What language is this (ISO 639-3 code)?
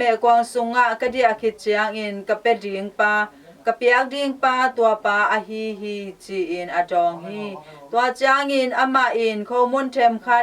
ctd